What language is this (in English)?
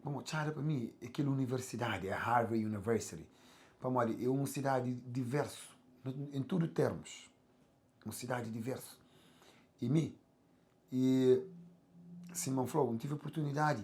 Kabuverdianu